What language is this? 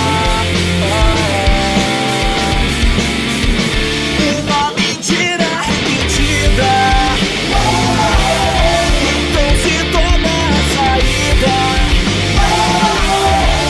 Portuguese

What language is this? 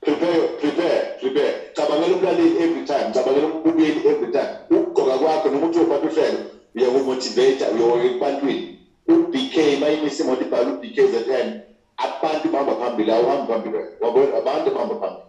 Zulu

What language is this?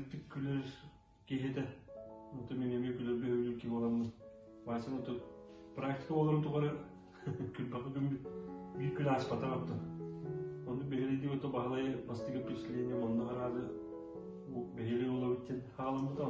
Yakut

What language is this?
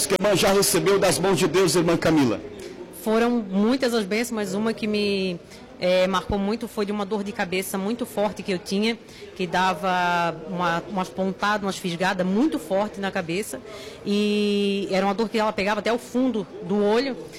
Portuguese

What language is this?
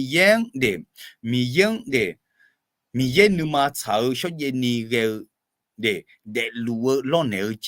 Akha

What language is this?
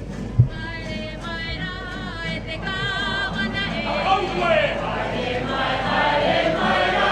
Māori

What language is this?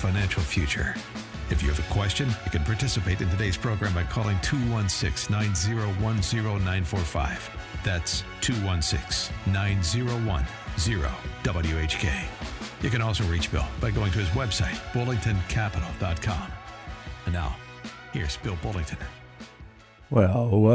English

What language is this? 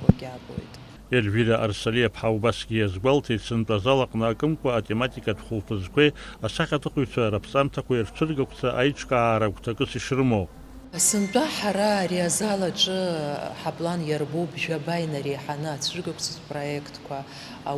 Abkhazian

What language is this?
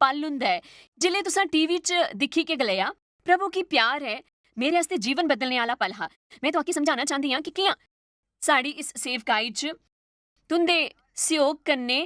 Dogri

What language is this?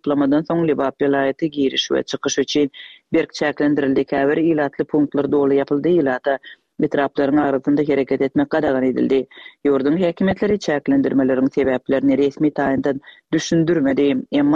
Turkmen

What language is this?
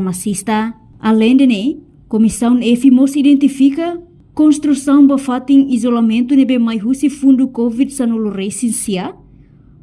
Tetum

